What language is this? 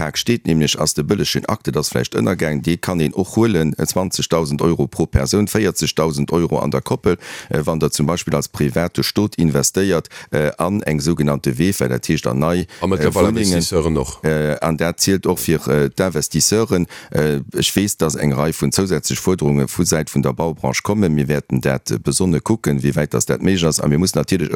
Luxembourgish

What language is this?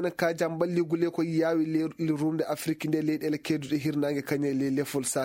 Fula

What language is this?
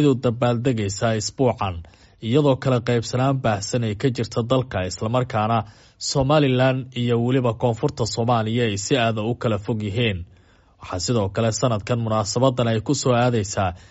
Somali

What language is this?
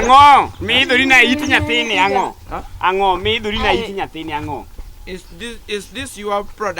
Luo (Kenya and Tanzania)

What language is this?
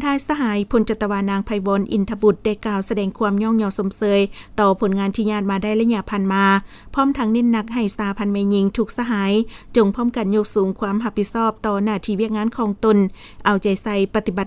Lao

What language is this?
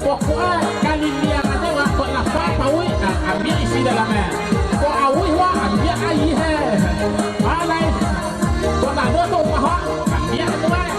Minangkabau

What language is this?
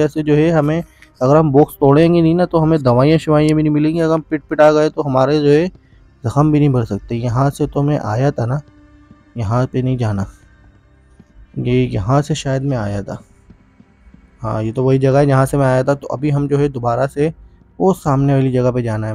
Hindi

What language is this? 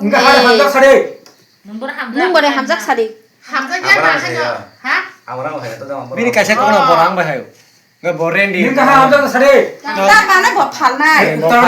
Kok Borok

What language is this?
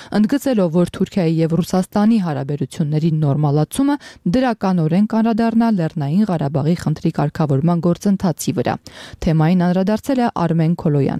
Armenian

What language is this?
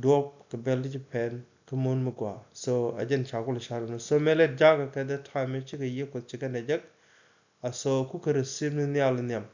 Nuer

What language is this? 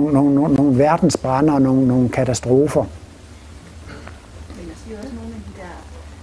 Danish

